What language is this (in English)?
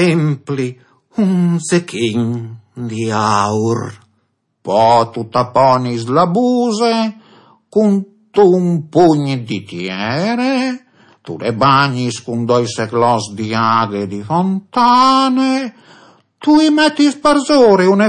Friulian